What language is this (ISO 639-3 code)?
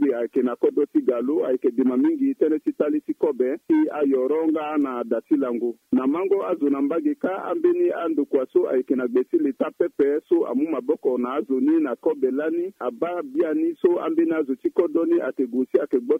sag